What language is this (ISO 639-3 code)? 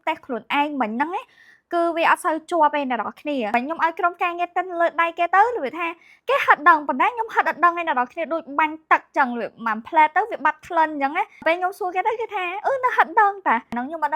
khm